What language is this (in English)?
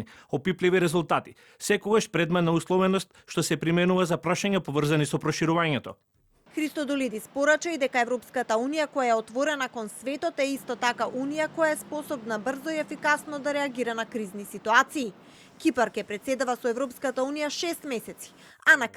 Macedonian